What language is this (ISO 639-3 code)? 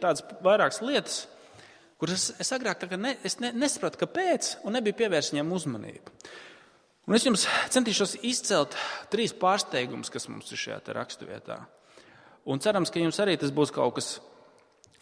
lav